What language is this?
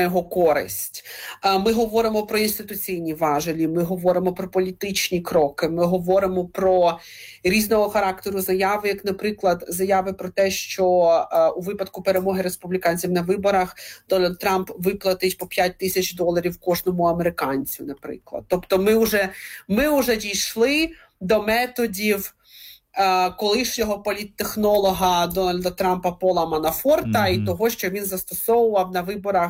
Ukrainian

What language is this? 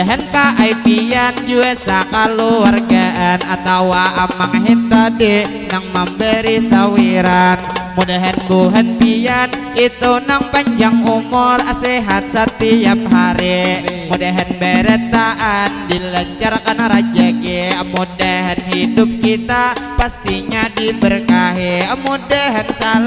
Banjar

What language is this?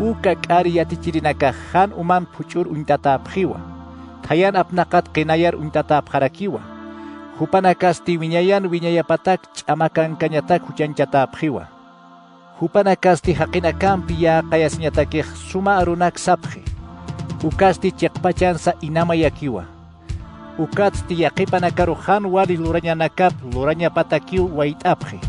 Aymara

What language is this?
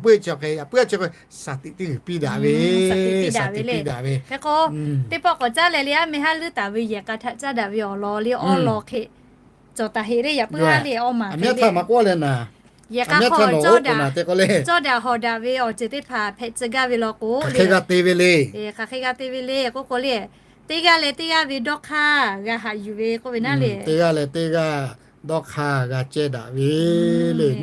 Lahu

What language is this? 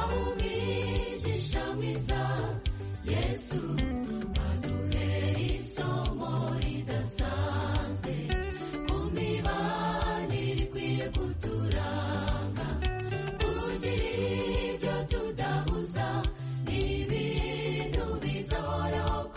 Kinyarwanda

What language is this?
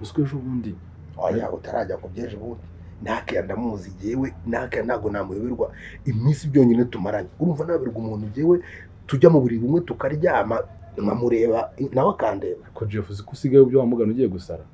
Kinyarwanda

